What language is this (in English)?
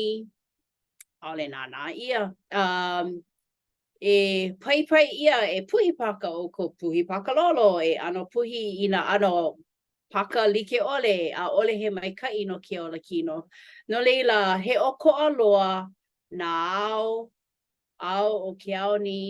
Hawaiian